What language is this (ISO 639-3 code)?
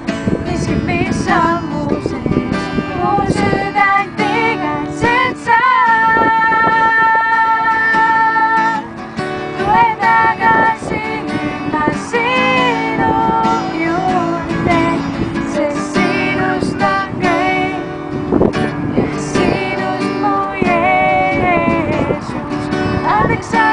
est